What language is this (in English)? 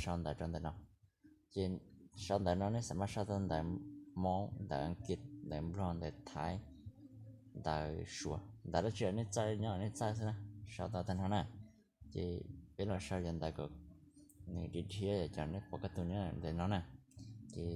Hmong